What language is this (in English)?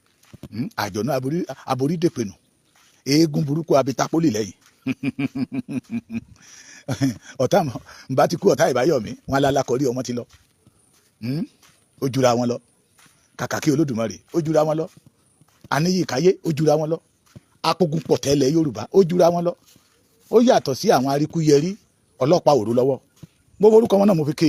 Yoruba